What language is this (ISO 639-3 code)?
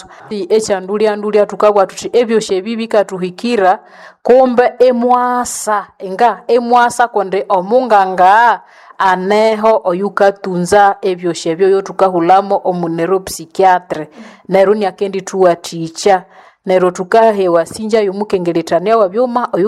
nnb